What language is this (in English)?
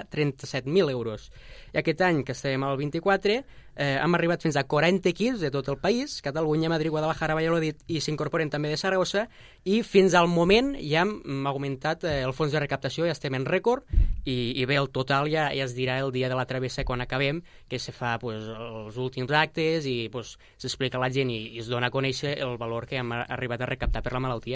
Catalan